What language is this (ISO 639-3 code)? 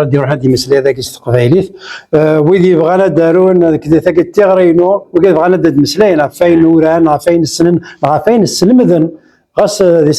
kab